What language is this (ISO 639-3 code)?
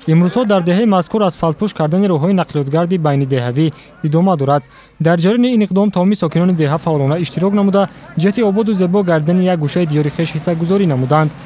tgk